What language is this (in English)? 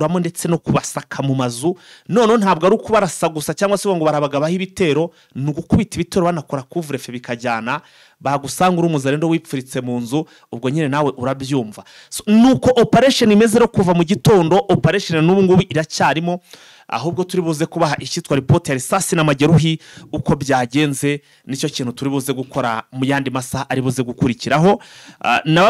Kinyarwanda